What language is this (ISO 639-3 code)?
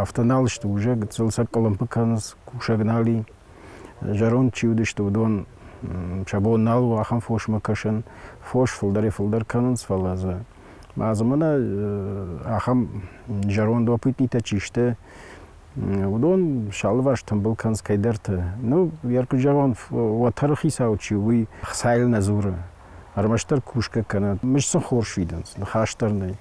oss